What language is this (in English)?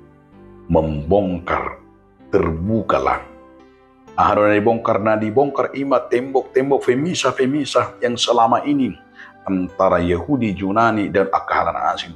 Batak Toba